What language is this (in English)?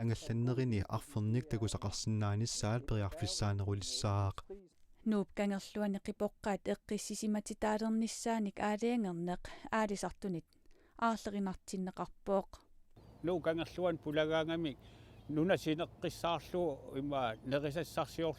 Kalaallisut